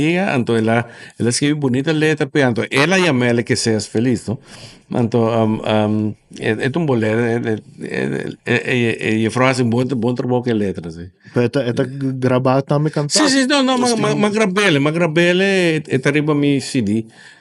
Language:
Papiamento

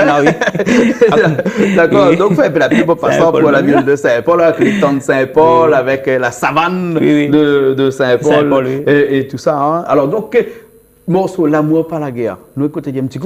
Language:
Réunion Creole French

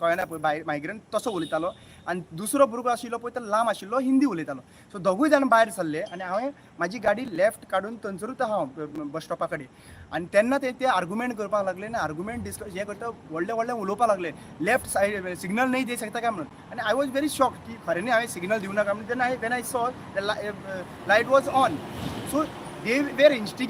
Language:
Konkani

